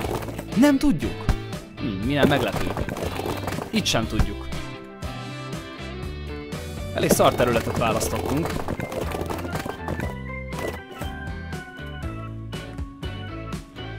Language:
Hungarian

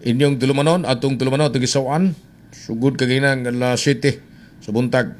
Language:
Cebuano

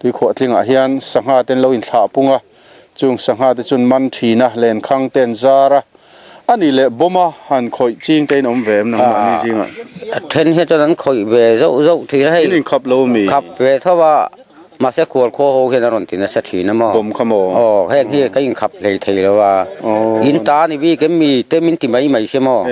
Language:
Mizo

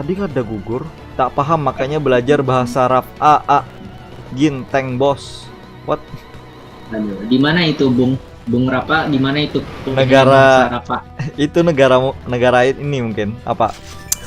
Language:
Banjar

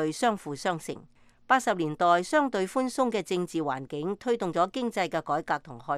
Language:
Cantonese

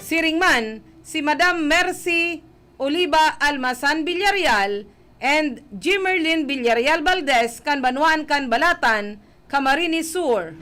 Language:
Bikol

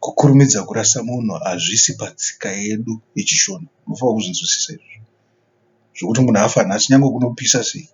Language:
Shona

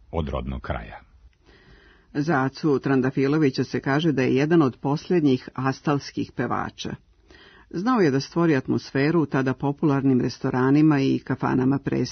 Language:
Serbian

